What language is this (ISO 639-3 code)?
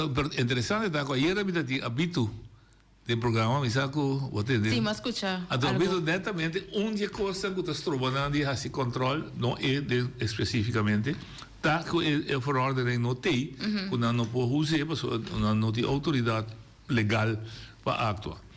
pap